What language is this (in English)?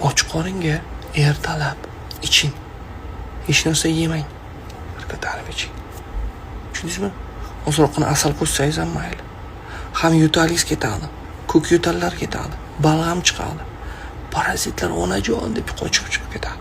Uzbek